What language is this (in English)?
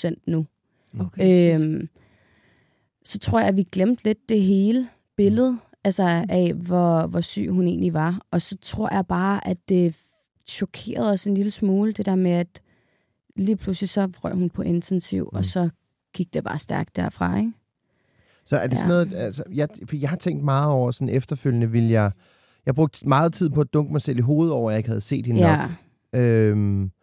Danish